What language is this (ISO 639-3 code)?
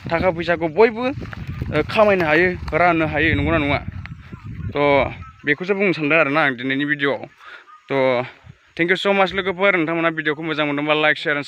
brx